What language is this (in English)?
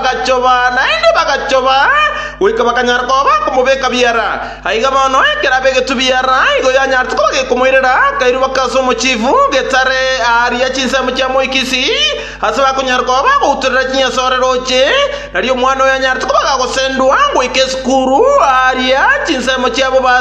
Gusii